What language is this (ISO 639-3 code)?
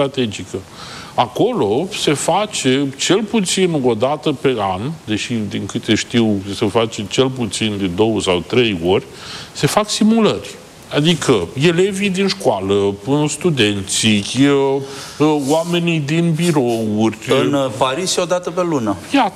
ron